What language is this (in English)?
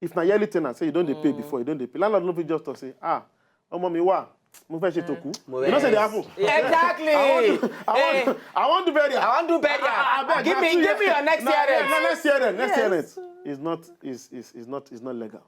Nigerian Pidgin